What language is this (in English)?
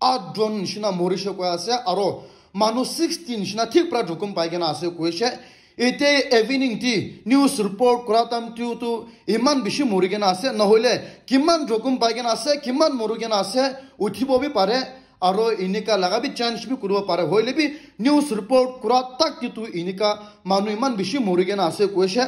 Naga Pidgin